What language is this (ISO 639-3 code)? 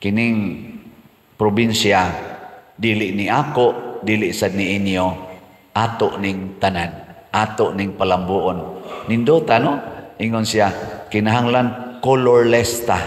ceb